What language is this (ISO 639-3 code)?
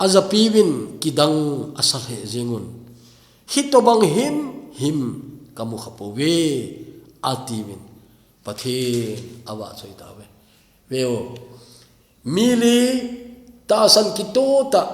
tcz